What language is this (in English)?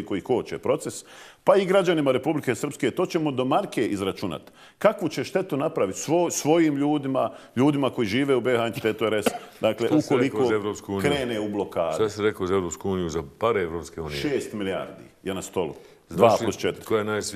Bosnian